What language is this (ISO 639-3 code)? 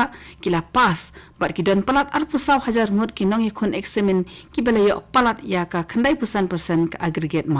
kha